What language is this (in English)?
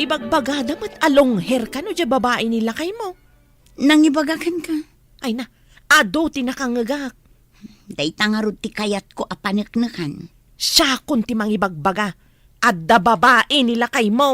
Iloko